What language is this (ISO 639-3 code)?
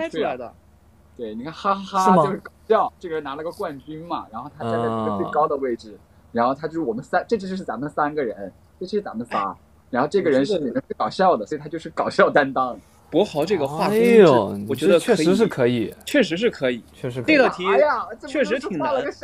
zho